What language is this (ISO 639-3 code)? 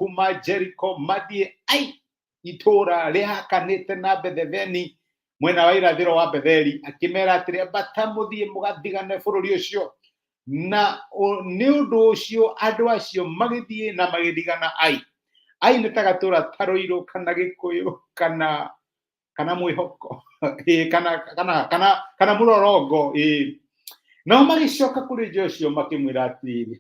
kik